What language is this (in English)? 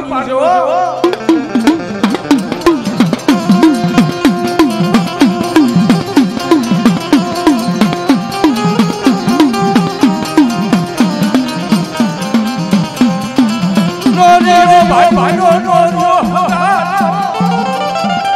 Gujarati